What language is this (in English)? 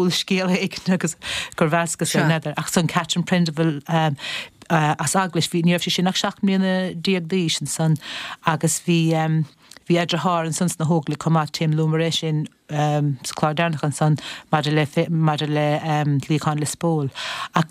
Irish